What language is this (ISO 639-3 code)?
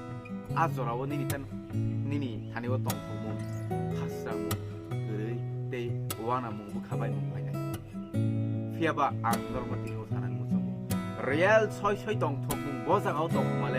trp